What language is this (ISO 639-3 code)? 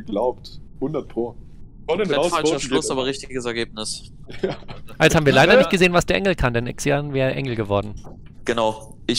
deu